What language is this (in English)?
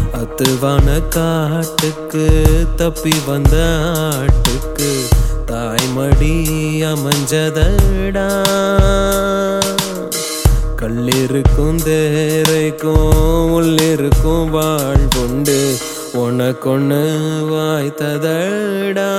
Tamil